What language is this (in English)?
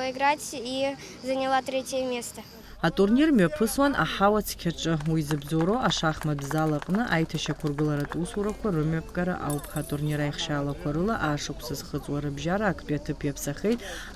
Abkhazian